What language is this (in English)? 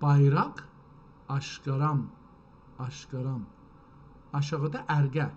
South Azerbaijani